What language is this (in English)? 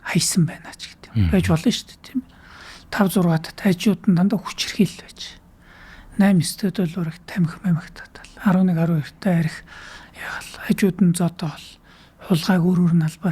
Mongolian